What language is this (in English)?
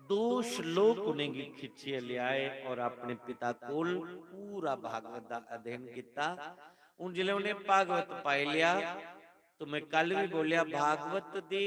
Dogri